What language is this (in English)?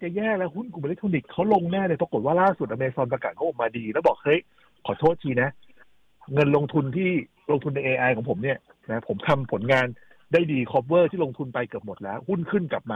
Thai